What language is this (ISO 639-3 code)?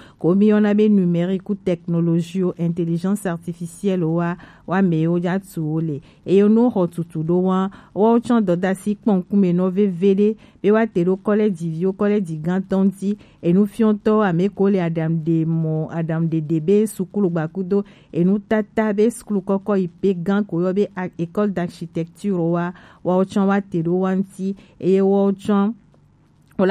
gej